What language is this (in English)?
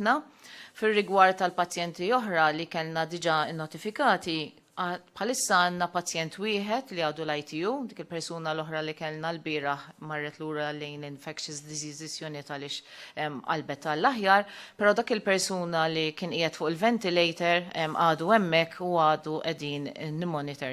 Maltese